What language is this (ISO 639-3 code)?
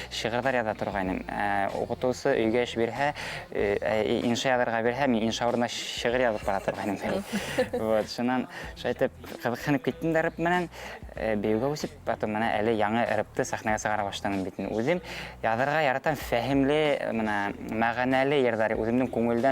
bak